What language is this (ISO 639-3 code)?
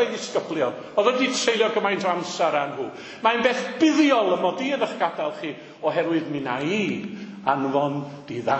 cym